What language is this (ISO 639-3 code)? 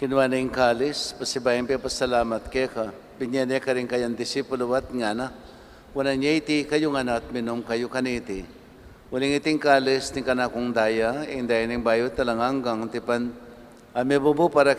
pam